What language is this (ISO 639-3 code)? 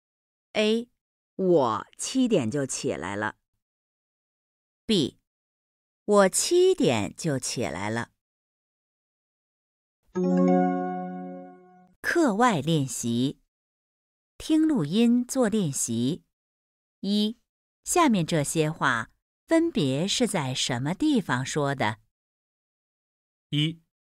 zho